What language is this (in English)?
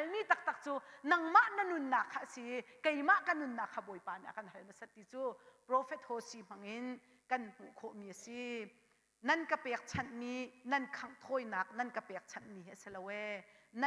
Hakha Chin